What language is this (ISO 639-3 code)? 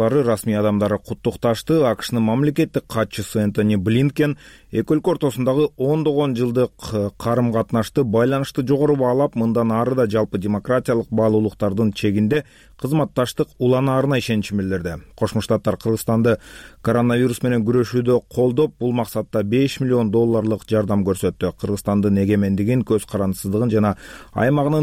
kir